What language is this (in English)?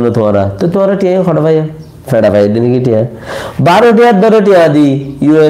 Rohingya